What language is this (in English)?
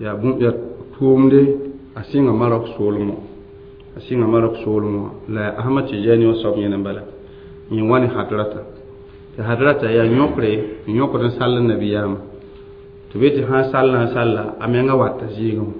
Mossi